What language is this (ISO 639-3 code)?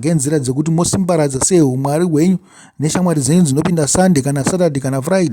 sna